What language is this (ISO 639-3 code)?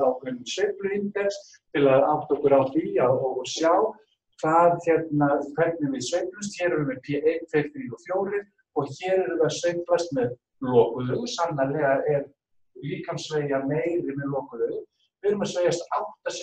isl